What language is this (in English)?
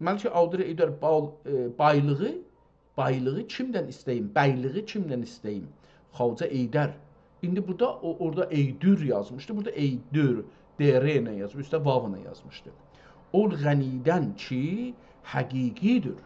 South Azerbaijani